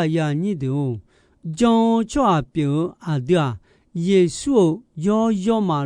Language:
Akha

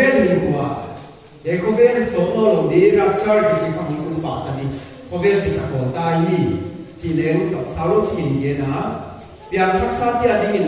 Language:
Paite Chin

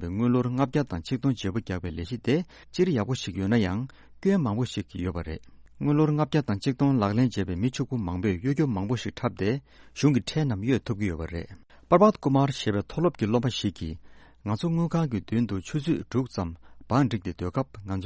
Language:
Tibetan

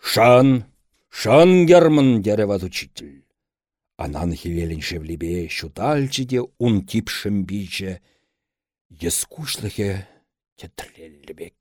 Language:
Chuvash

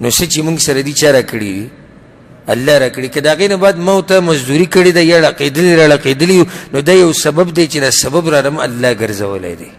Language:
Pashto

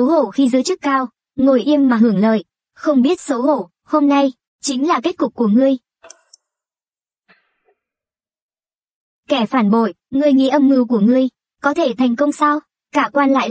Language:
Vietnamese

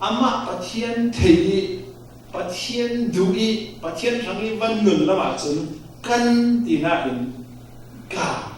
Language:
Falam Chin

